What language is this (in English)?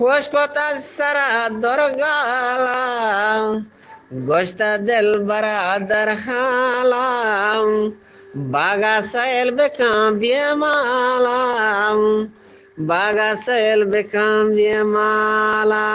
Eastern Balochi